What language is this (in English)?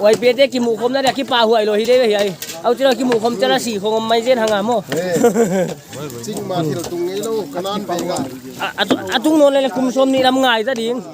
Paite Chin